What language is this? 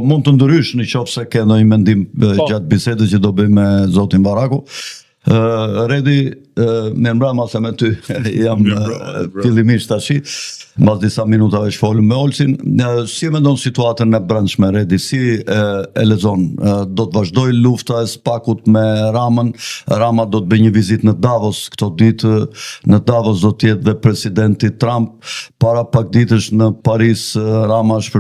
Albanian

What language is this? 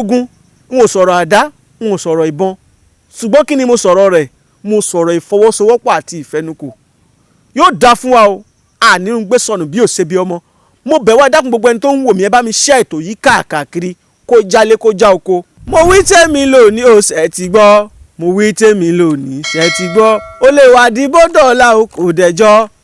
Yoruba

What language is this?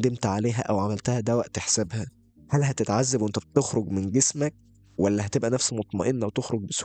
Egyptian Arabic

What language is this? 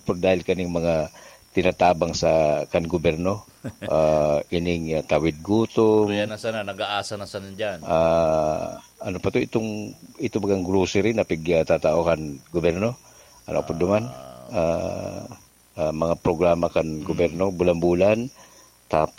Bikol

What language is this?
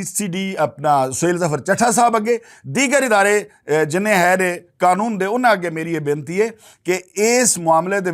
Western Panjabi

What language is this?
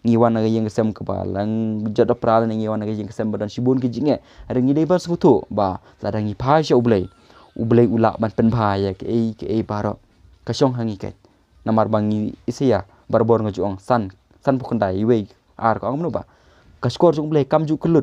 Khasi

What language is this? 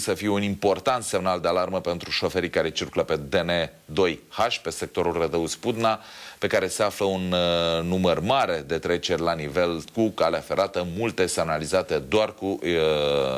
Romanian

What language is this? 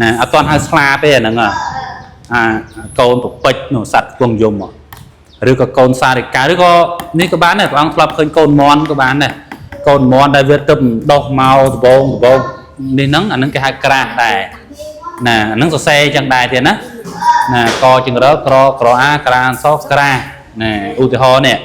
Khmer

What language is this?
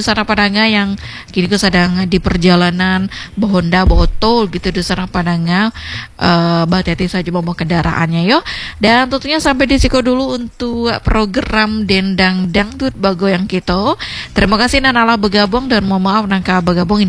Indonesian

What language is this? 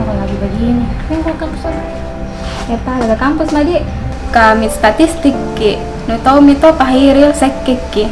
Makassar Malay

